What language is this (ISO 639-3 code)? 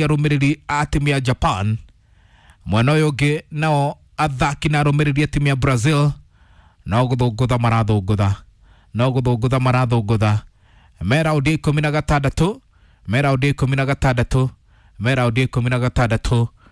kik